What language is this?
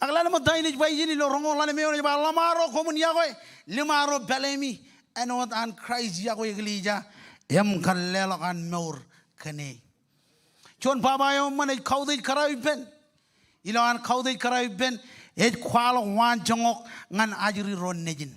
Marshallese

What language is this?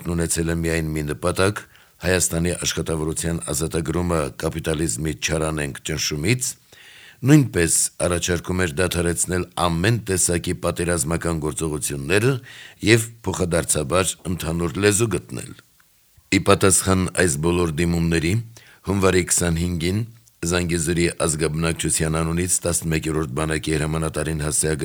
Armenian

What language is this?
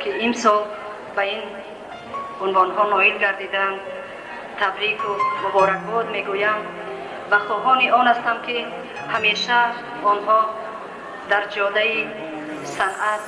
Tajik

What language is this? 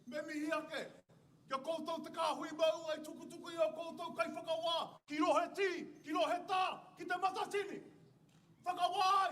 Māori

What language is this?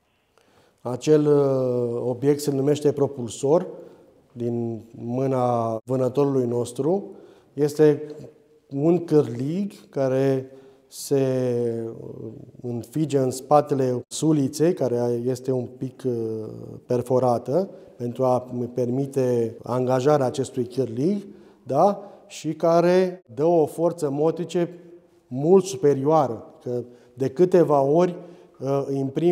Romanian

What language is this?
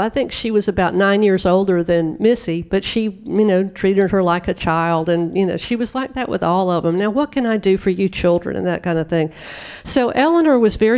English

